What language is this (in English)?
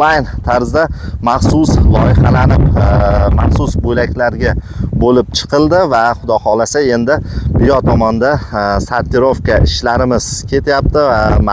Uzbek